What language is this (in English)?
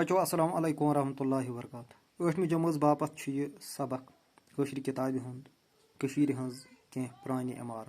Kashmiri